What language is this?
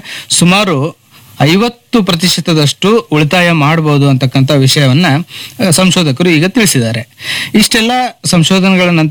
Kannada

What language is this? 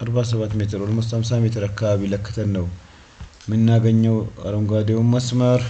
Amharic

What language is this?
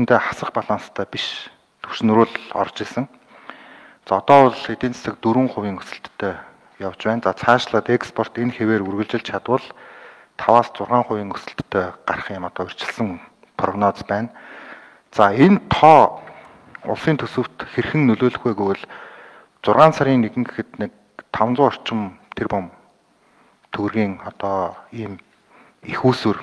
Mongolian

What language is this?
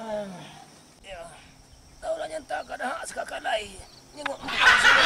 Minangkabau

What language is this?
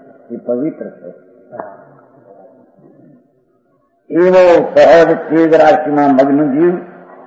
Gujarati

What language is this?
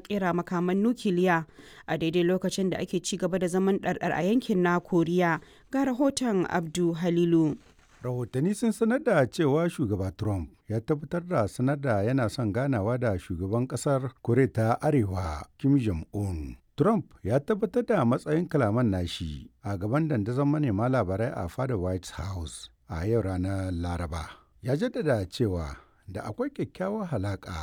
Hausa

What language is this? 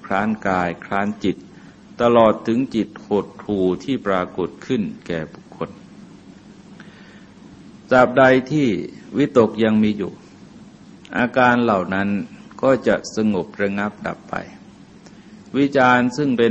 Thai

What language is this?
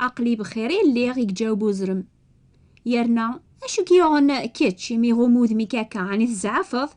Kabyle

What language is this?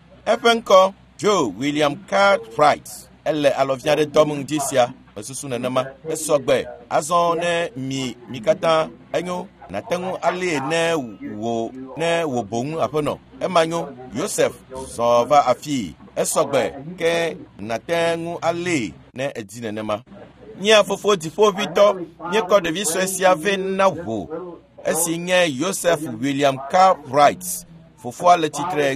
Ewe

